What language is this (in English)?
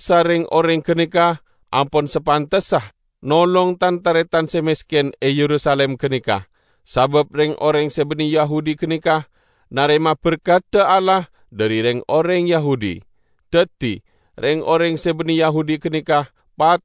Madurese